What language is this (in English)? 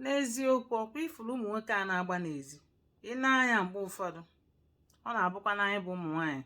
Igbo